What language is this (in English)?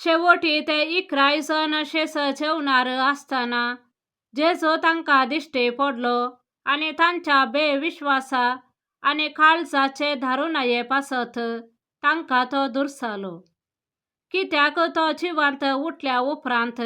Konkani